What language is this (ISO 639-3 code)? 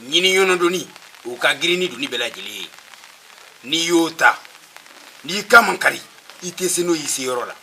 bam